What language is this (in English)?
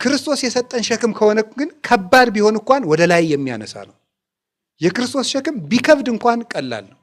Amharic